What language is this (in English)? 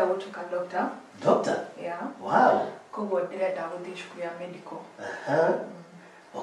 Kikuyu